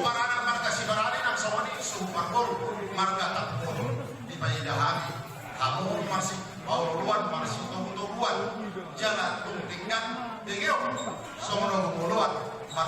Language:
Batak Toba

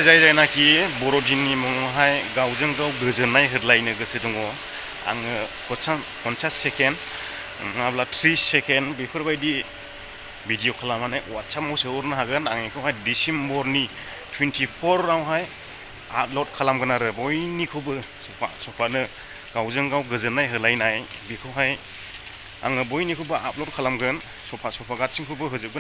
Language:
Bodo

